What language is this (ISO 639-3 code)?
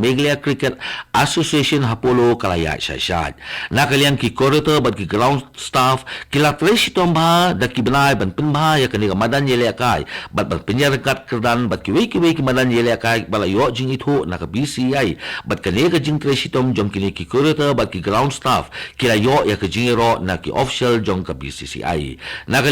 kha